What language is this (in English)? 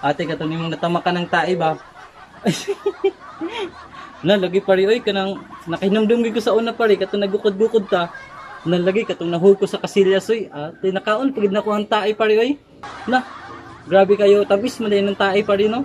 Cebuano